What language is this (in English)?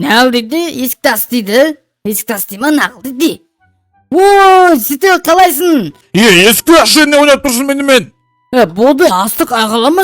Kazakh